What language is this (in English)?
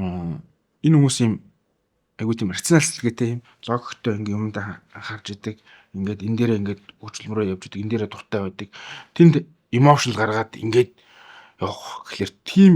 Mongolian